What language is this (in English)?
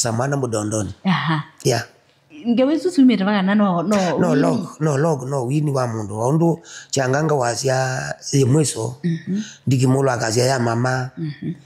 Kamba